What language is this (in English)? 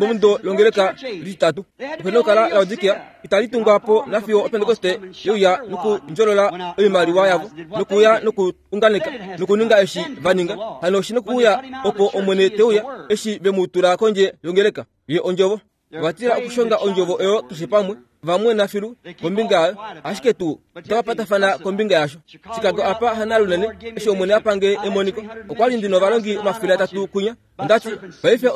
Kuanyama